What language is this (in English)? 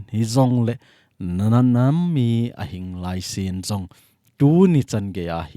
Thado Chin